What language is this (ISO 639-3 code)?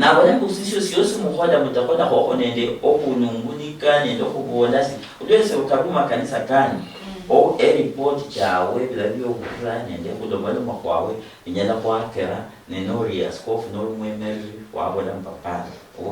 luy